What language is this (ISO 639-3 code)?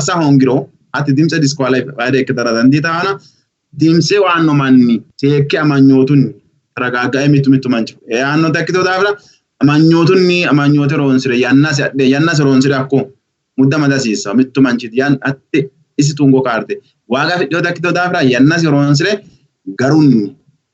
sid